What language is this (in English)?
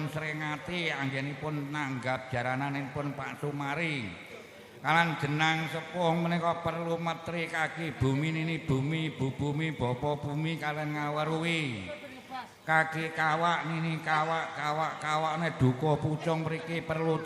Javanese